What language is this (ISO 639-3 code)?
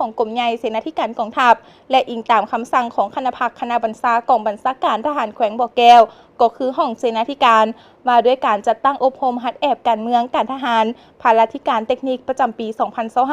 lao